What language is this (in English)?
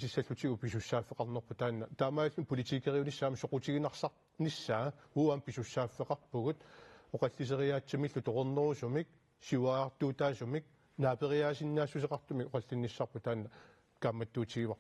Kalaallisut